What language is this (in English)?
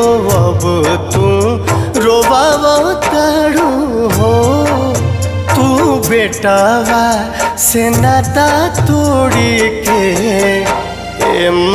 Bhojpuri